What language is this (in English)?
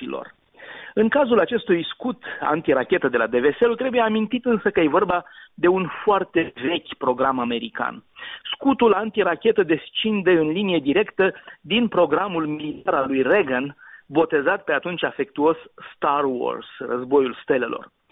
Romanian